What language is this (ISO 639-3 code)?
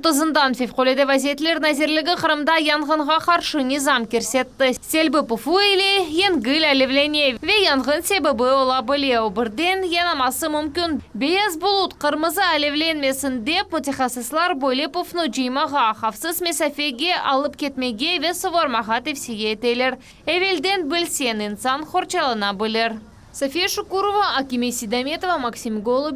crh